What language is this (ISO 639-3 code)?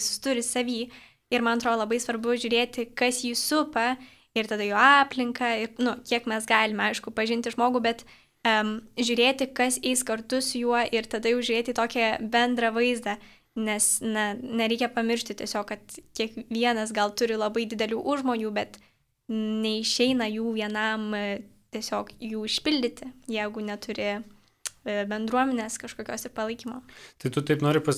lit